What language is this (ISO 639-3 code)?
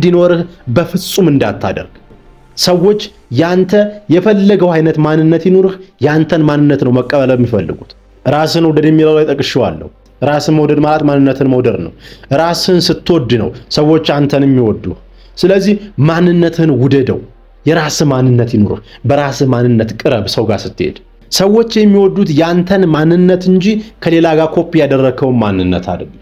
amh